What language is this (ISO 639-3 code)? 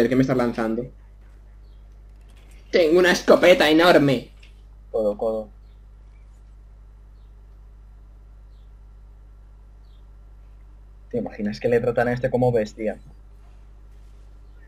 spa